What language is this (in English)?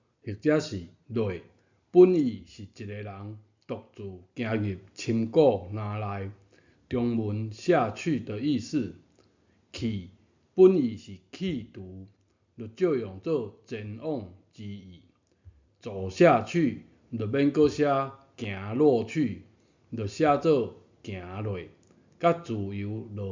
Min Nan Chinese